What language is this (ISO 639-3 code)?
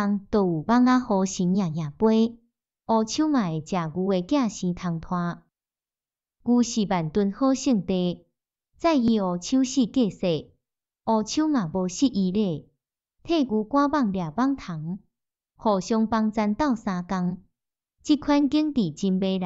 nan